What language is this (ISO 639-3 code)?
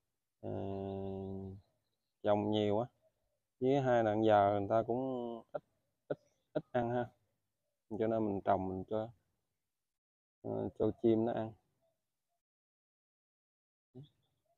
vie